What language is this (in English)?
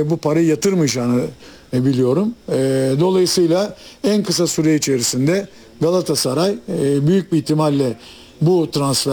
Turkish